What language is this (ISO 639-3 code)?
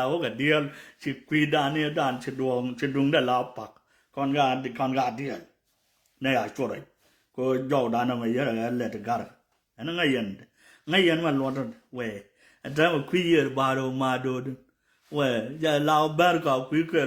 nus